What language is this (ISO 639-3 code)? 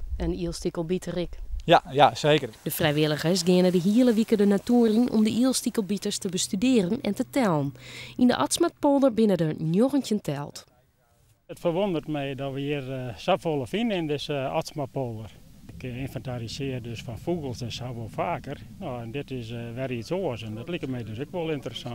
fry